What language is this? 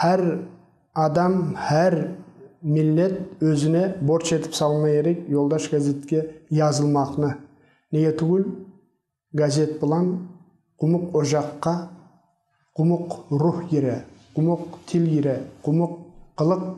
Kumyk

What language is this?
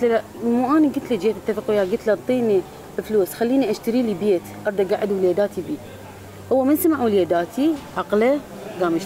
Mesopotamian Arabic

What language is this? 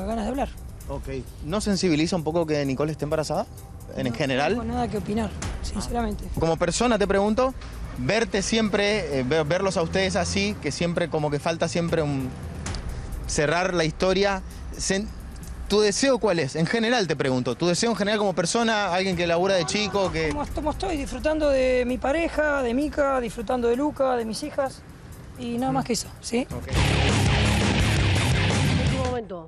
Spanish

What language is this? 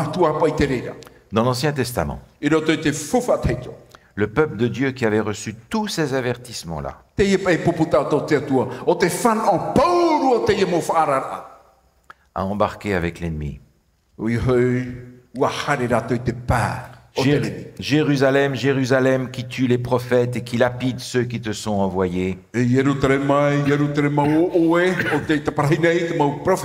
Tahitian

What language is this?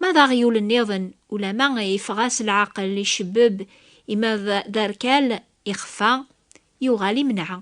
Kabyle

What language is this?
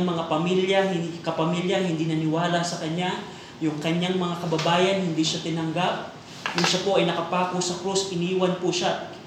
Filipino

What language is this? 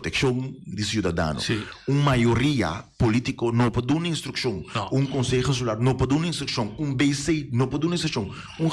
Papiamento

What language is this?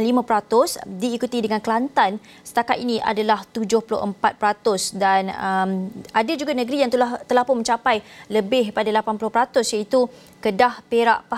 Malay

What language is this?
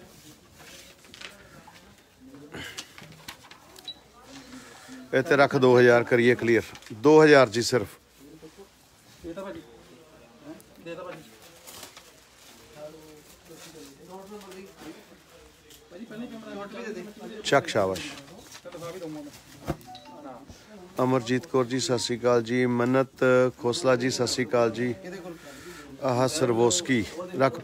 Punjabi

